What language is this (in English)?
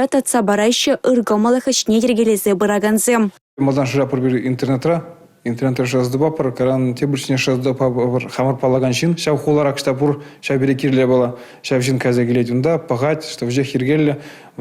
Chuvash